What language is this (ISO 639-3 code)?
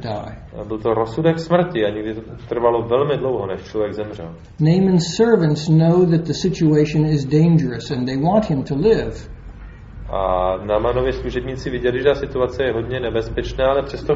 ces